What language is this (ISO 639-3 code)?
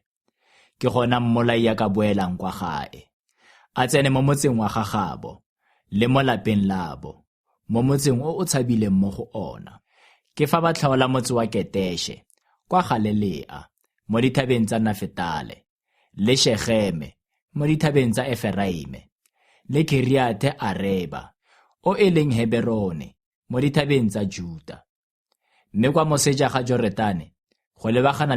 tsn